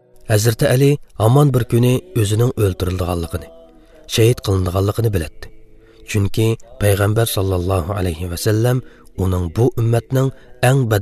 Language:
Uyghur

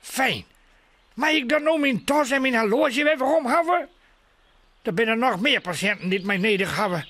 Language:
Western Frisian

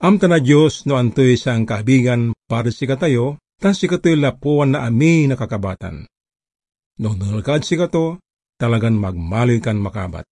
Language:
Pangasinan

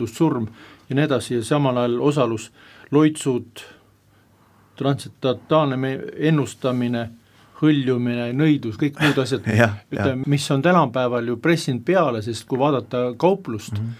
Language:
Estonian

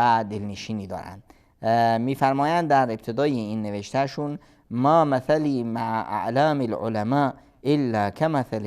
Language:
Persian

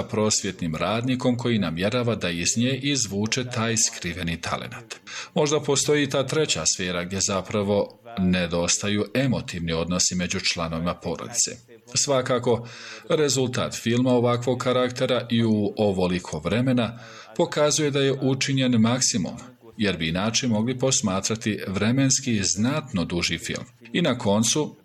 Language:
Bosnian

